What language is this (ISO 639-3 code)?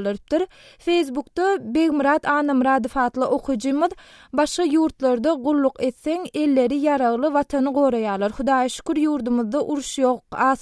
tuk